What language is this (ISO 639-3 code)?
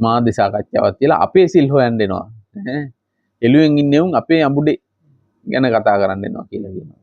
sin